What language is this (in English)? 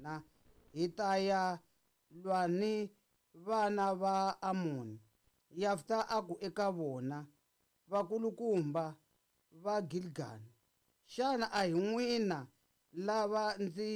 Tsonga